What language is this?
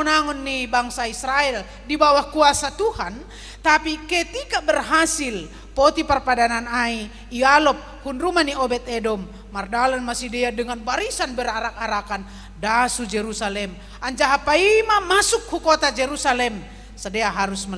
Batak Simalungun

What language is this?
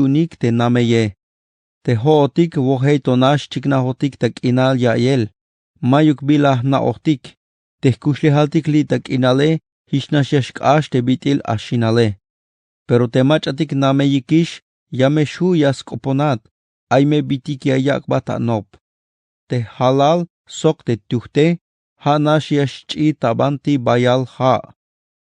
Tzeltal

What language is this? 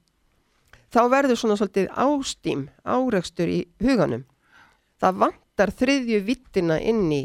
Icelandic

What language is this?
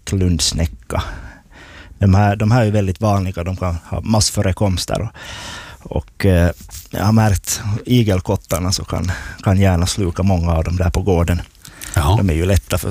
Swedish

